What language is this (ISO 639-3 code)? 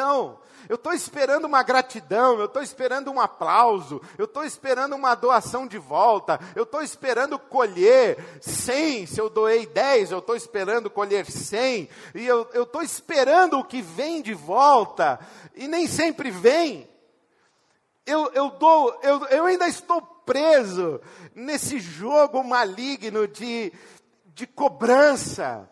por